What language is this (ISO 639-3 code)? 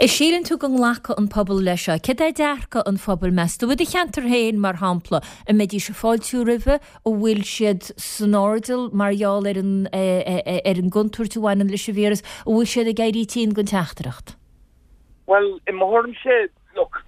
gle